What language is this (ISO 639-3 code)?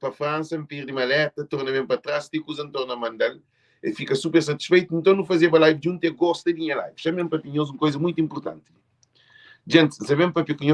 kea